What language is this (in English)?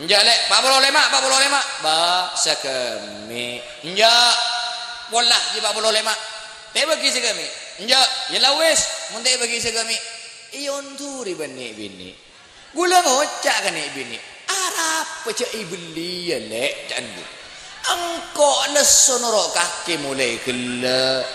Madurese